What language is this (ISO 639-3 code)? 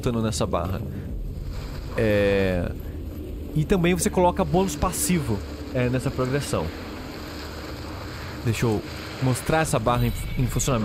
por